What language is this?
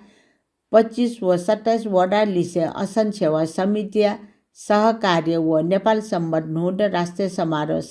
Newari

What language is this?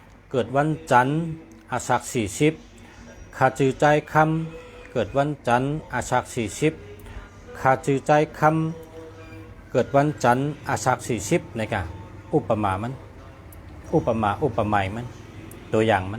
Shan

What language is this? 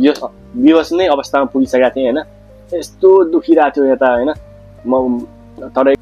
Nepali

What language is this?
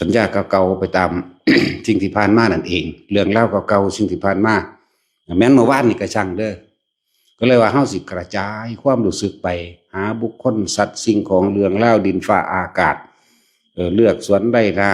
Northeastern Thai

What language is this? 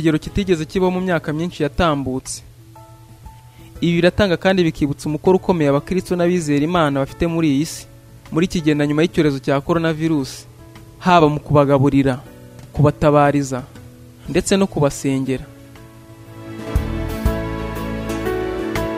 Kinyarwanda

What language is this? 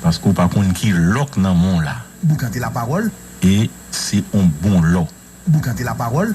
Haitian Creole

